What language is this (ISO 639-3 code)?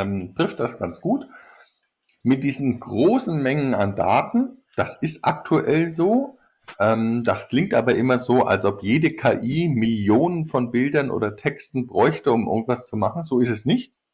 deu